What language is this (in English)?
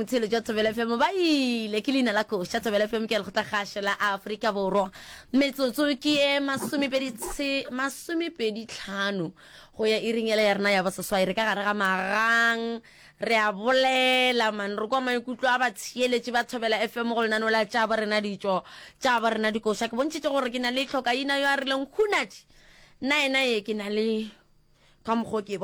Northern Sotho